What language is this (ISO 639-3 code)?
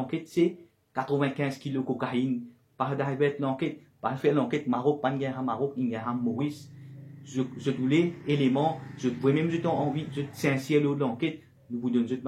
mfe